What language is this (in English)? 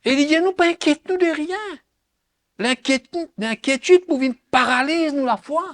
Morisyen